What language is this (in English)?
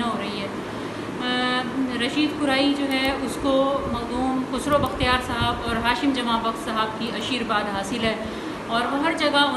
Saraiki